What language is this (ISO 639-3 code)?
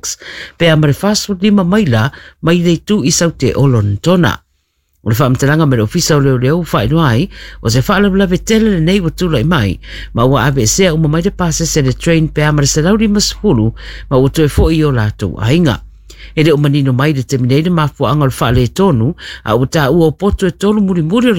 smo